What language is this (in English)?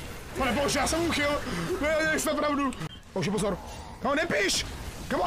Czech